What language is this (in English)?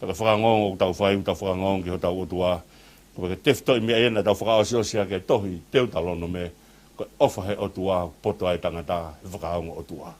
Tongan